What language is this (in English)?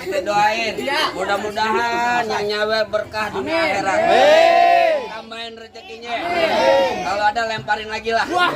Betawi